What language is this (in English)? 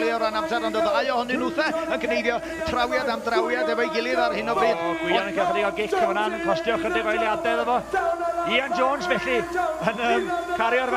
Welsh